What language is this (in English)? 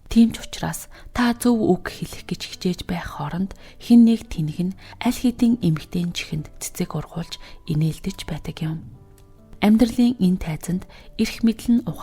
Mongolian